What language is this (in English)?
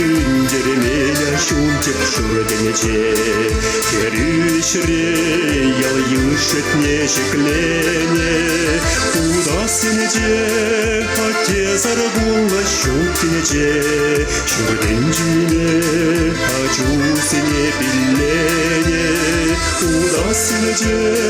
Chuvash